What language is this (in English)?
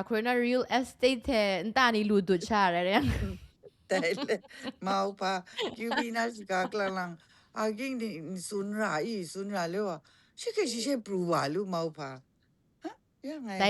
Kachin